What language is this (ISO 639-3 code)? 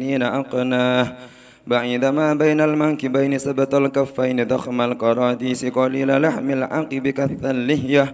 jav